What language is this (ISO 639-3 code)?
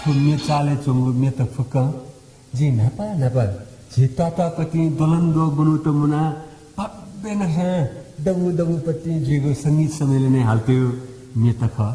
new